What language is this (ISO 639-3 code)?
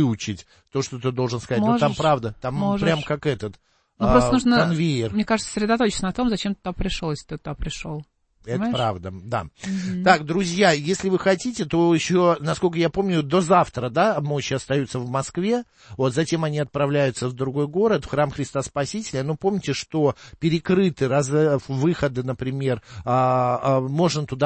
rus